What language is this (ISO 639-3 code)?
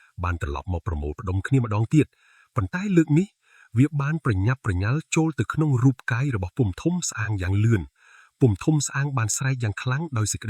khm